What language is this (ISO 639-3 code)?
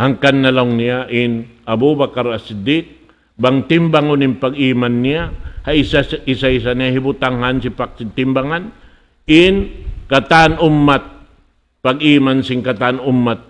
tsg